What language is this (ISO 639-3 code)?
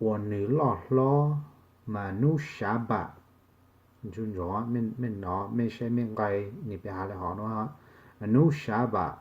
hmn